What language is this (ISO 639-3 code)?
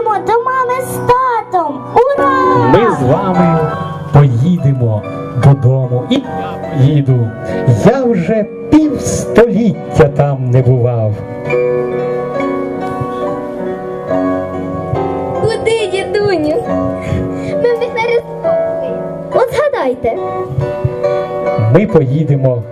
ukr